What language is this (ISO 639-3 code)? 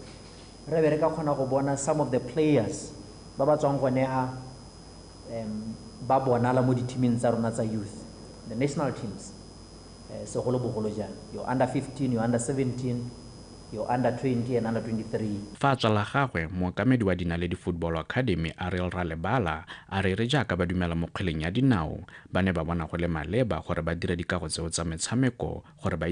tsn